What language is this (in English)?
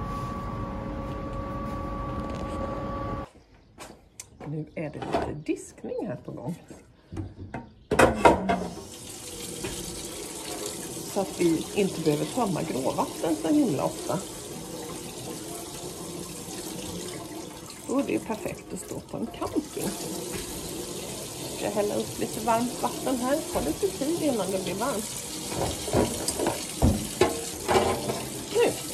Swedish